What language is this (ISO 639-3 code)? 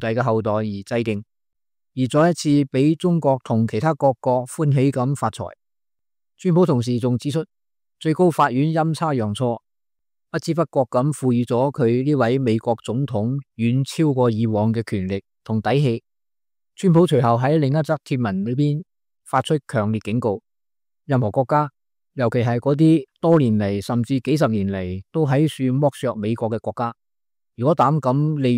yue